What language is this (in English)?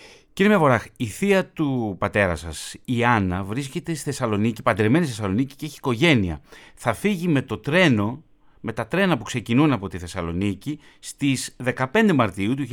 Greek